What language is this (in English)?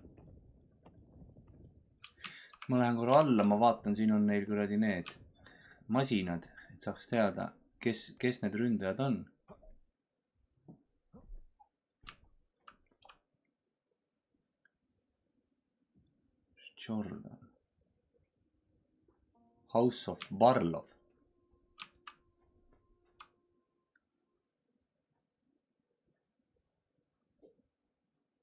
Estonian